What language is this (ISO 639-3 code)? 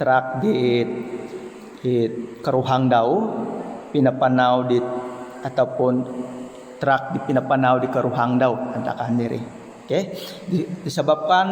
dtp